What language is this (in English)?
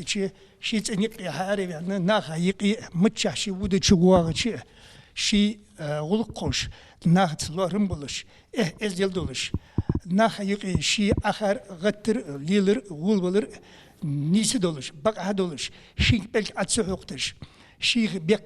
Ingush